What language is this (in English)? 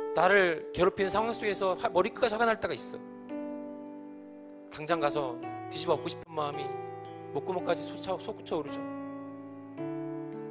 Korean